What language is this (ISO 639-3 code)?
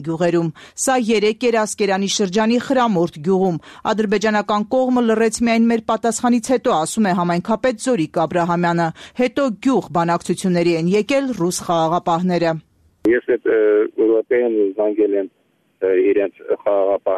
hye